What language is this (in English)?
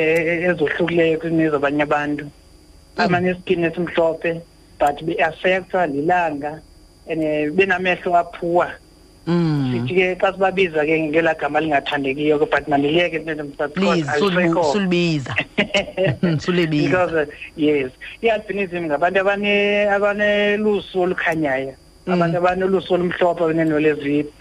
Xhosa